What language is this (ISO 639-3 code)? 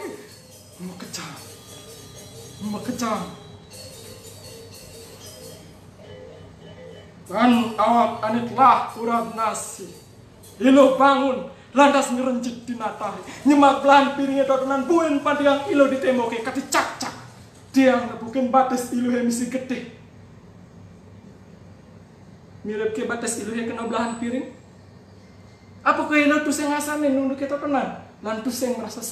ban